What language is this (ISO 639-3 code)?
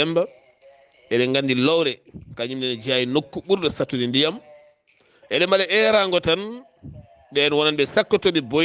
ful